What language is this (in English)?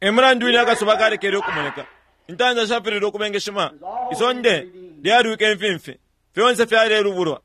Bemba